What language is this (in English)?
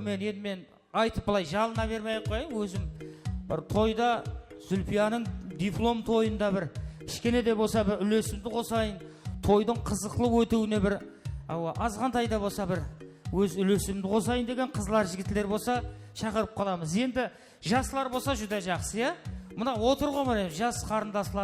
Kara-Kalpak